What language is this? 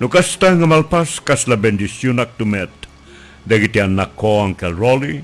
Iloko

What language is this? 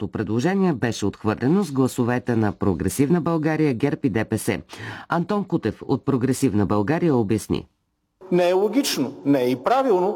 Bulgarian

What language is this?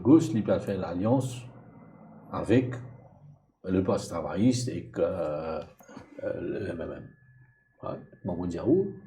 Morisyen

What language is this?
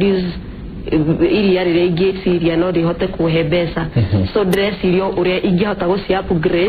Kikuyu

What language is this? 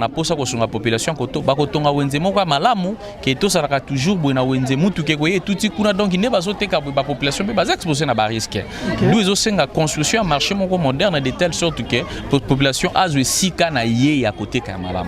Lingala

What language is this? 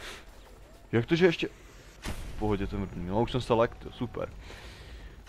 Czech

